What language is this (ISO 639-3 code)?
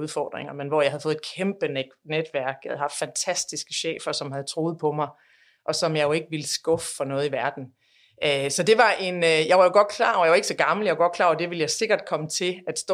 dan